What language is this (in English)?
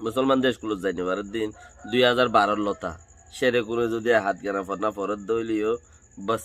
Rohingya